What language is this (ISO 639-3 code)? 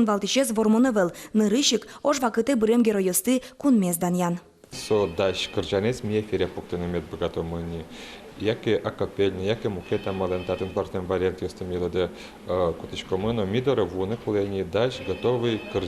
udm